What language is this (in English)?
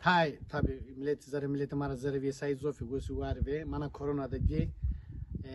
Zaza